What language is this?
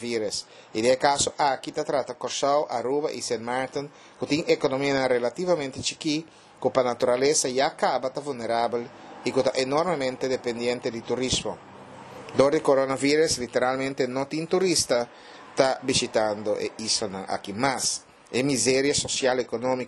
Papiamento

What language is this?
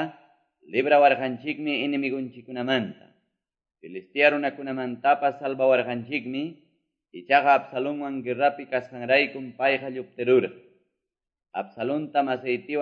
Quechua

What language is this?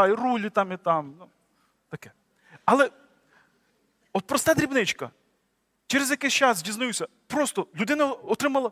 Ukrainian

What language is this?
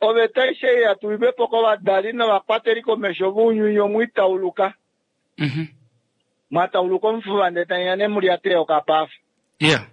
Kuanyama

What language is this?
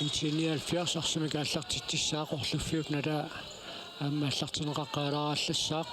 Kalaallisut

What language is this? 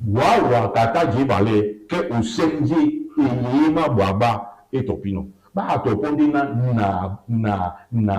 Duala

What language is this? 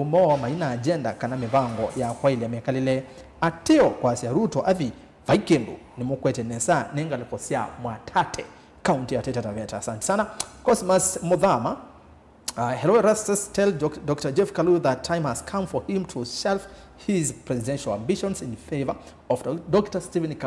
Kamba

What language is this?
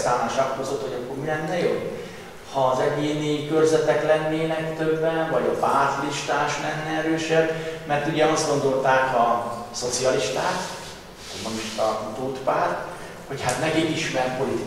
Hungarian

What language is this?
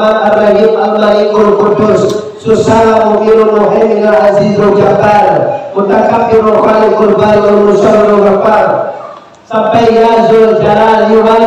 Minangkabau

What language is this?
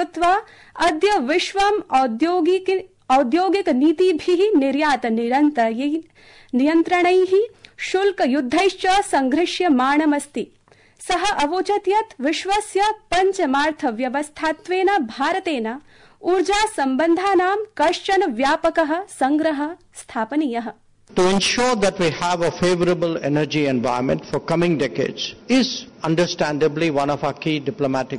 Sanskrit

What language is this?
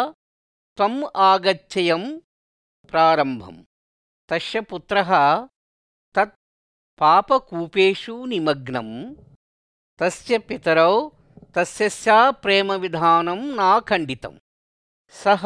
Sanskrit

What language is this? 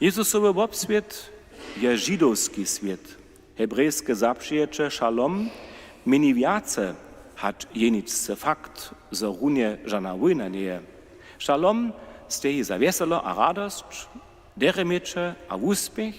Upper Sorbian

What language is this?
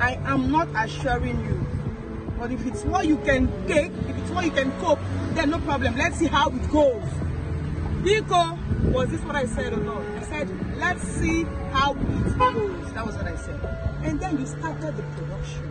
Nigerian Pidgin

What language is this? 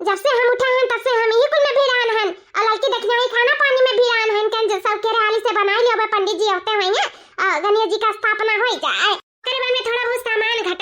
Awadhi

